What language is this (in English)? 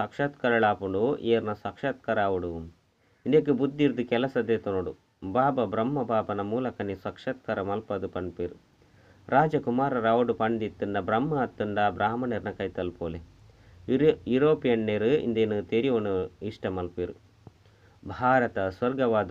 Tulu